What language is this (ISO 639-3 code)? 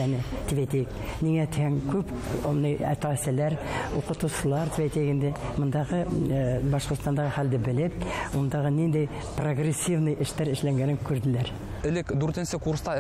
bak